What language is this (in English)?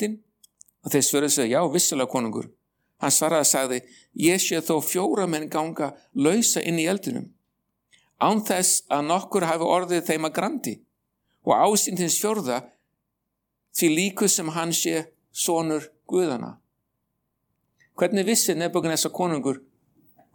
Icelandic